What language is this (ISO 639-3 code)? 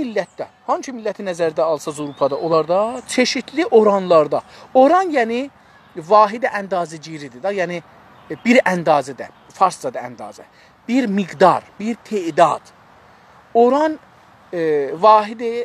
azb